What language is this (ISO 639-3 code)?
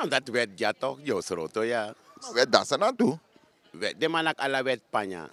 srn